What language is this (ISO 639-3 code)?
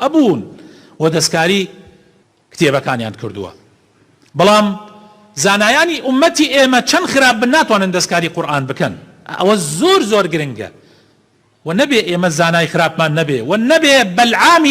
ckb